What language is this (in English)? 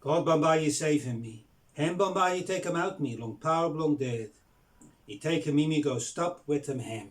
Bislama